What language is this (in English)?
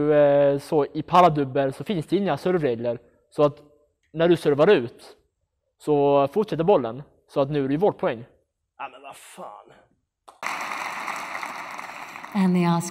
Swedish